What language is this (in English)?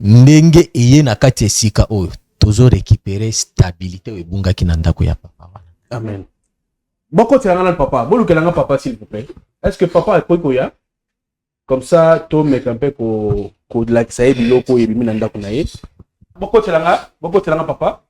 Lingala